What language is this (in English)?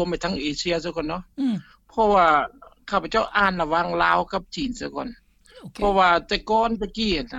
Lao